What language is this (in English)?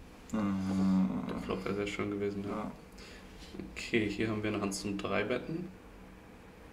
German